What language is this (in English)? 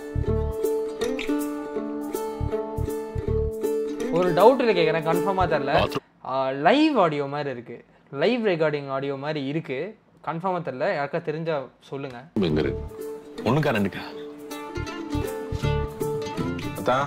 Tamil